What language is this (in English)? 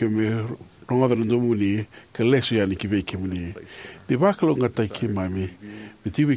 Fijian